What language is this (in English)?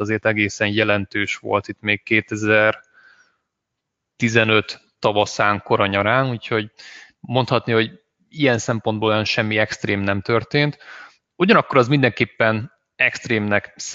Hungarian